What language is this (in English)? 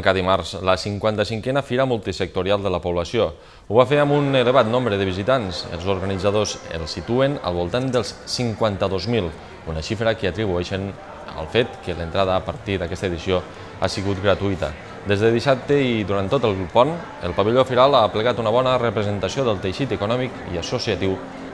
Catalan